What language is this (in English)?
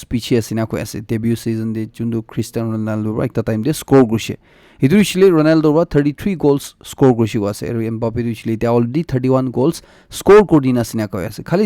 Naga Pidgin